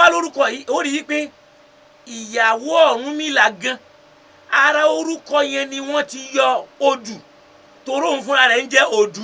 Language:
Yoruba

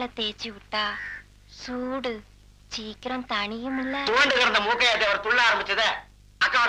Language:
Tamil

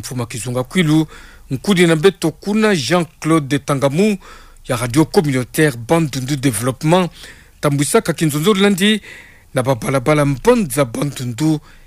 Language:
Kituba (Democratic Republic of Congo)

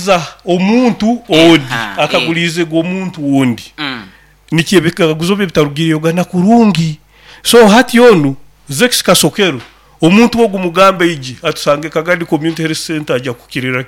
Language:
Nyoro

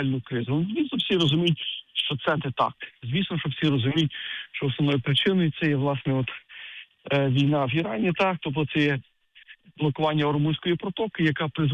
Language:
Ukrainian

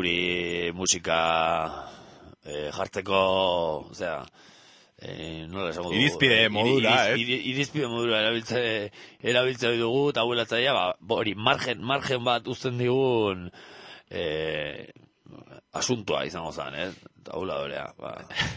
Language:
Basque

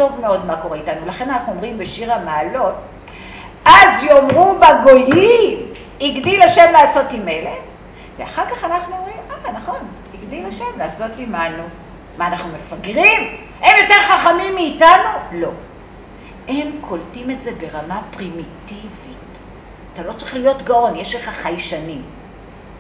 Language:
Hebrew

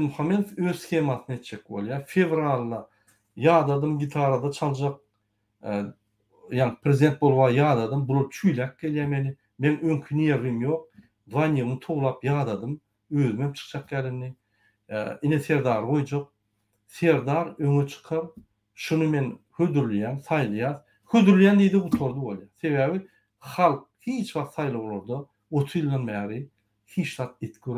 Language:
Turkmen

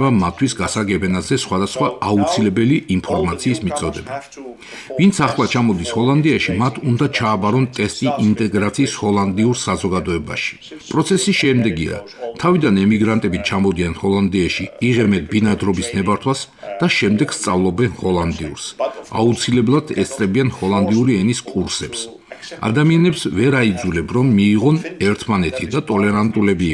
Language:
Georgian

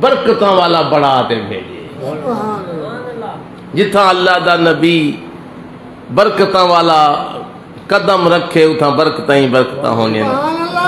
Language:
Saraiki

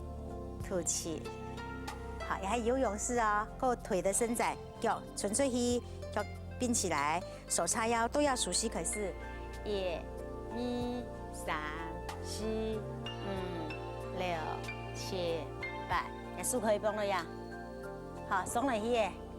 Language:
Hakka Chinese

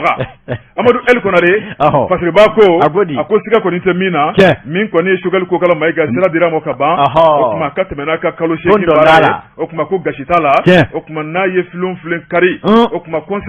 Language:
Bambara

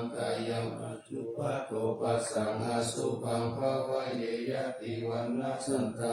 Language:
Pali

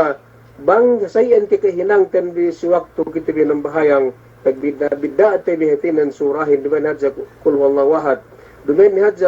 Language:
Yakan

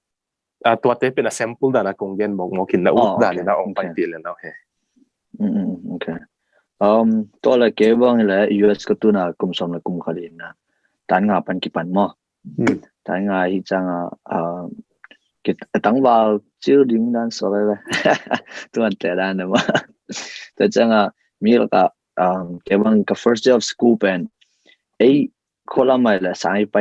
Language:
Tedim Chin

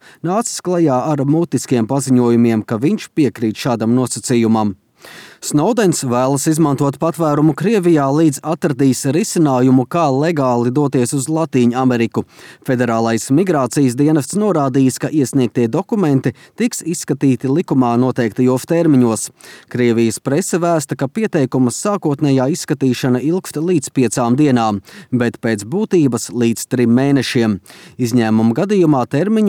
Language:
Latvian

